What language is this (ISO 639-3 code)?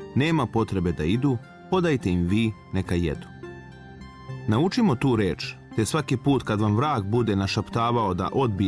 srp